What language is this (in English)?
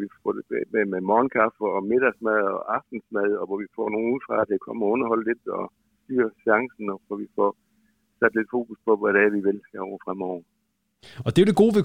Danish